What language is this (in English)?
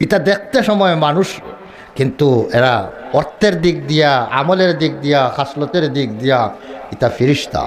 Sylheti